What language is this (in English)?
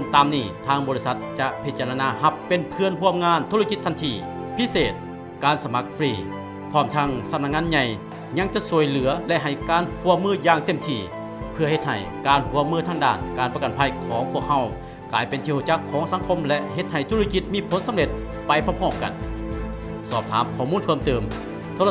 Lao